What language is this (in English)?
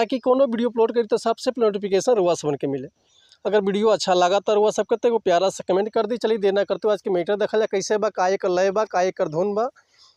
Bhojpuri